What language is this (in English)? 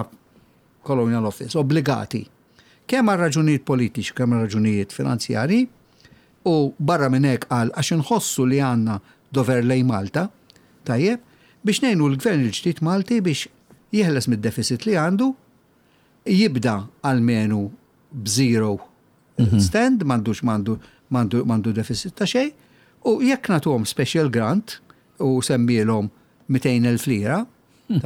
Maltese